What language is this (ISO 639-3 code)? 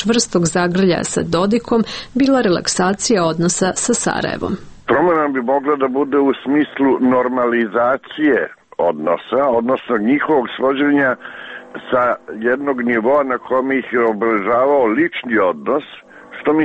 srp